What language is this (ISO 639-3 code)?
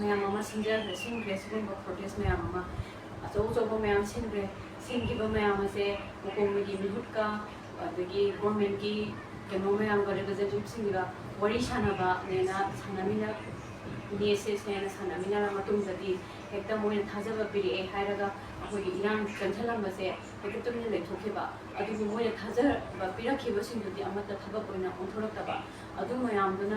mni